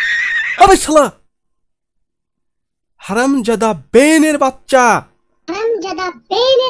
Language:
Bangla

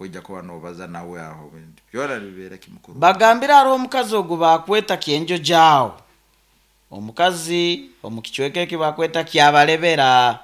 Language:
Nyoro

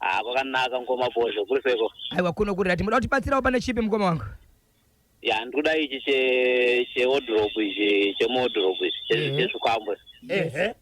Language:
Shona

